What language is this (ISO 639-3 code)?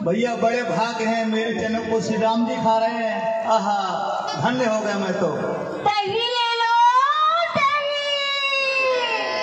hin